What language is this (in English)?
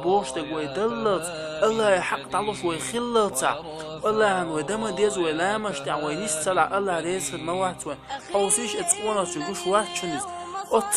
Chechen